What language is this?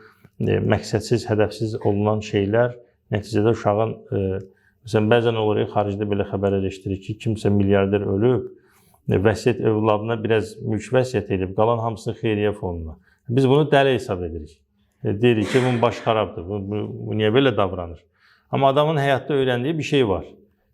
Azerbaijani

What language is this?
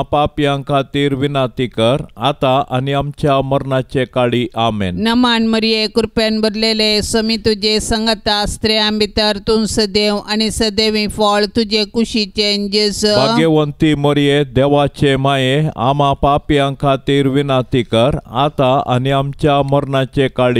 Konkani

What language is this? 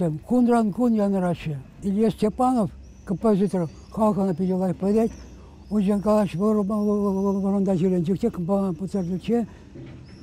Chuvash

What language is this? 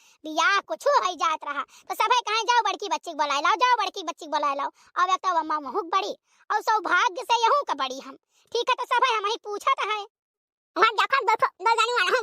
Awadhi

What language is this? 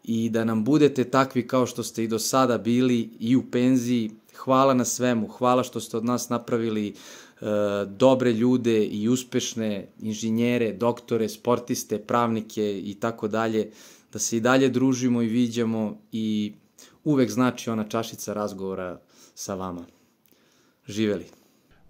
Serbian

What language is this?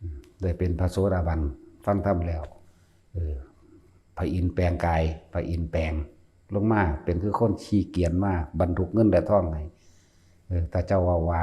Northeastern Thai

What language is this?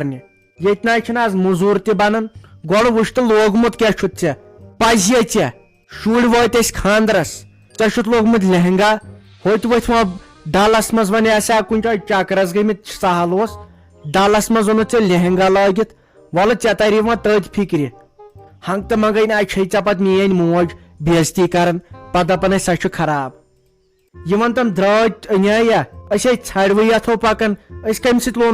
Kashmiri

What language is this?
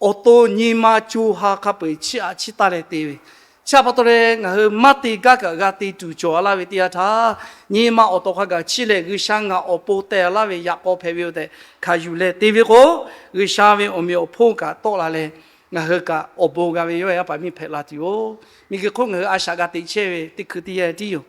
Lahu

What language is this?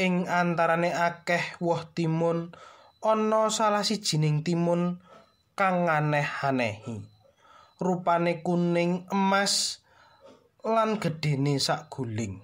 Javanese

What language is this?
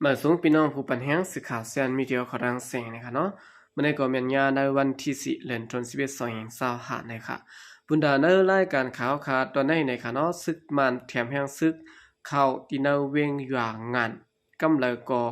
Shan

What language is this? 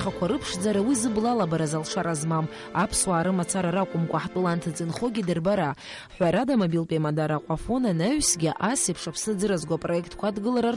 Abkhazian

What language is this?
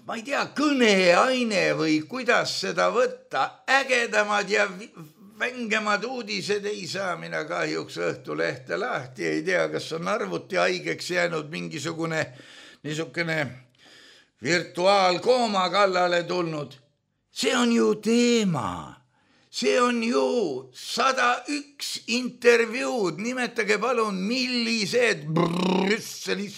Estonian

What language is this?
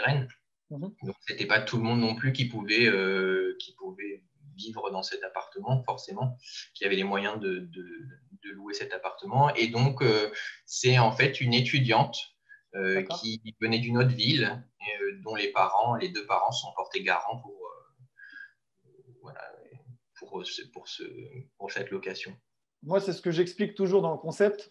French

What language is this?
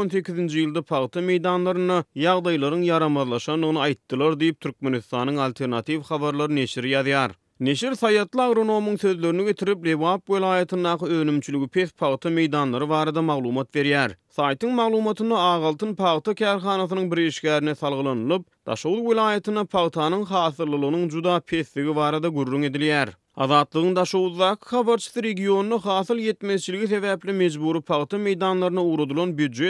Turkmen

